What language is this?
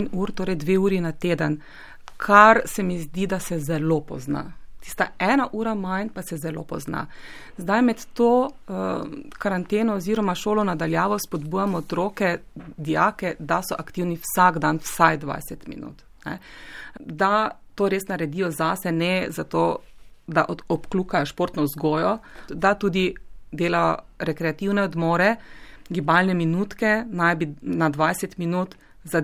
Slovenian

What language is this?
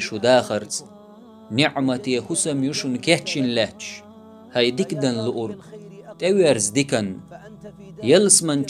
Chechen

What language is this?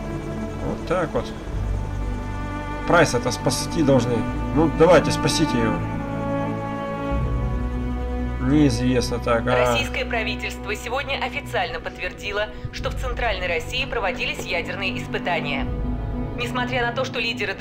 Russian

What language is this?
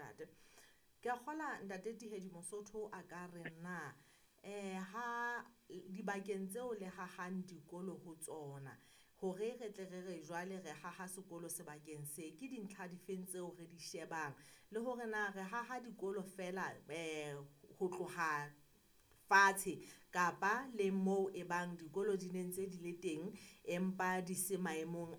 Southern Sotho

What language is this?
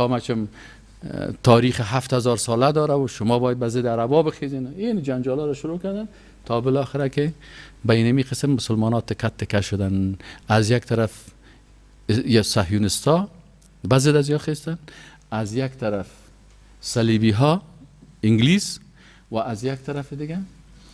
Persian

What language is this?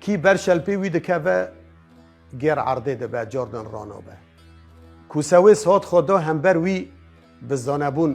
Kurdish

